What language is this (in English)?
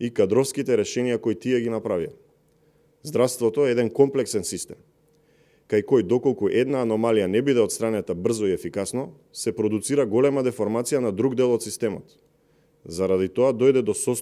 Macedonian